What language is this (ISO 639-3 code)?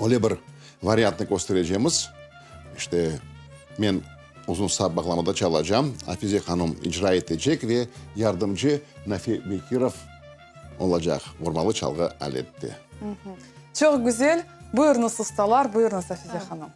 crh